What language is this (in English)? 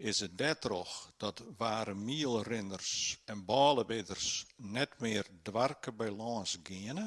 Western Frisian